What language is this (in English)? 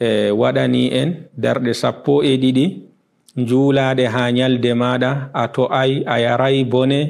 Fula